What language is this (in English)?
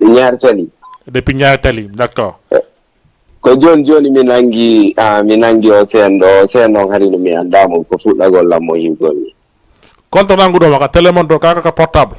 Fula